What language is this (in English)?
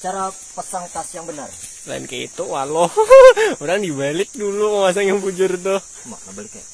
Banjar